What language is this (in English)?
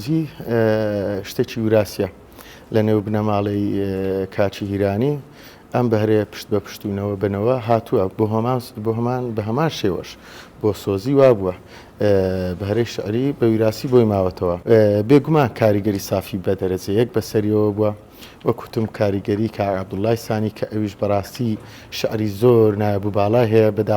Central Kurdish